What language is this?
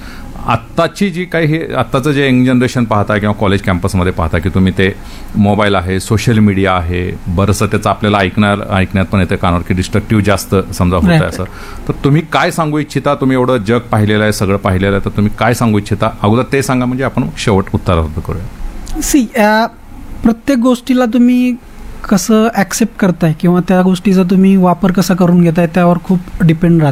Marathi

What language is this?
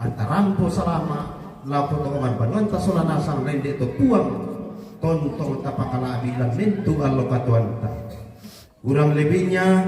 Toraja-Sa'dan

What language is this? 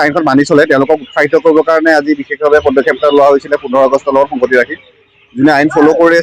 Assamese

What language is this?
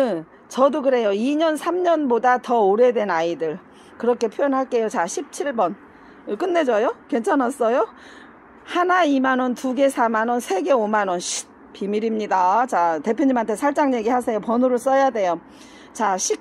Korean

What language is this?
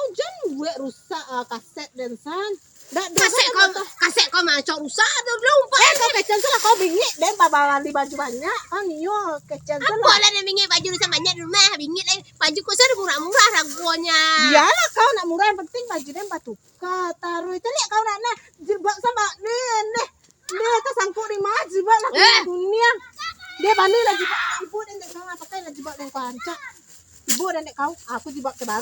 Minangkabau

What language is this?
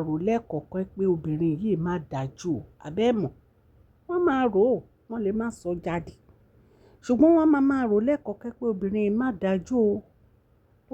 Yoruba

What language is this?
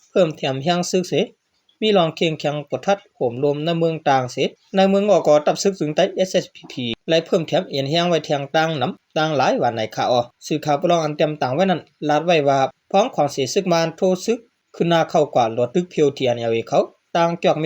Shan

